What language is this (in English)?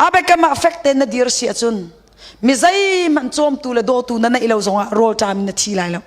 Hakha Chin